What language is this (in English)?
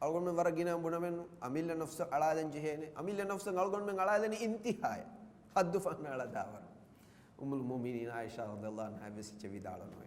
Divehi